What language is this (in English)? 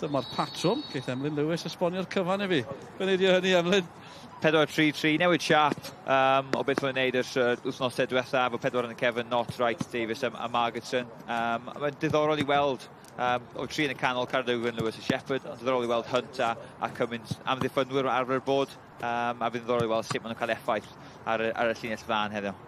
Welsh